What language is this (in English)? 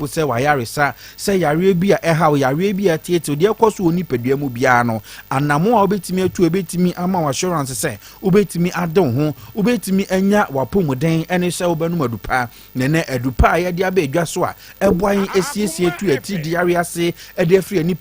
Akan